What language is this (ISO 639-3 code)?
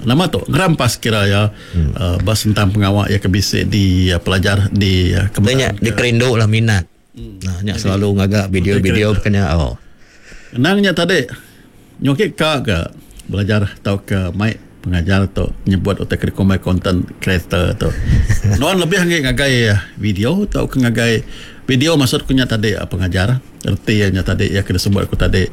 iba